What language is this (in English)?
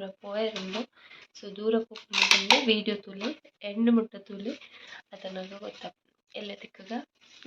Tulu